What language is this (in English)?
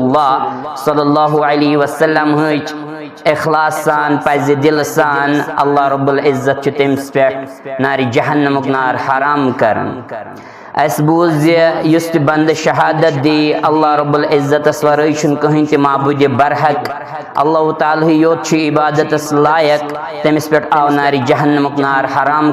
Kashmiri